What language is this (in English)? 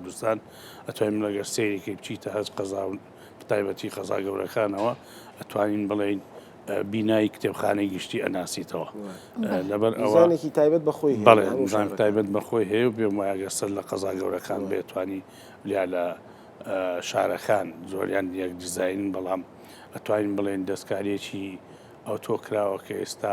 Central Kurdish